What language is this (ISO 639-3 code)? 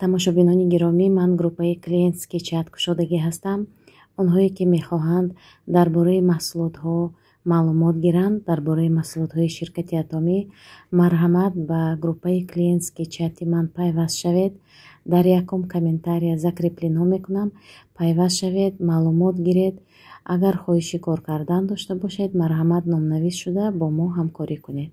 tgk